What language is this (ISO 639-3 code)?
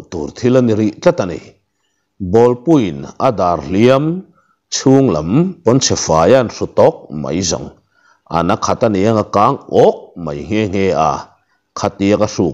lus